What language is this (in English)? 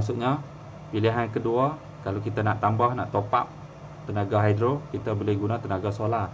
Malay